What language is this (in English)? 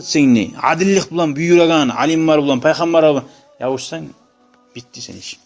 Kumyk